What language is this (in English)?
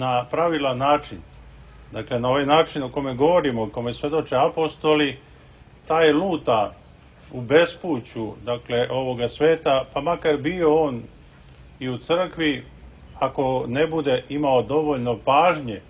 Serbian